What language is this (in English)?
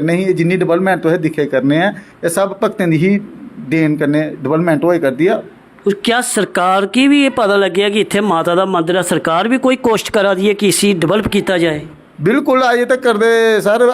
Dogri